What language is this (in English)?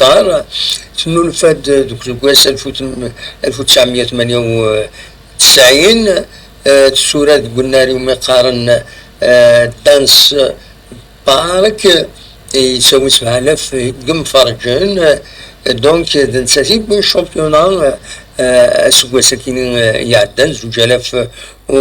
Kabyle